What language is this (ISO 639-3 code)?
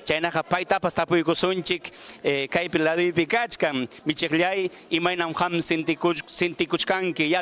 quy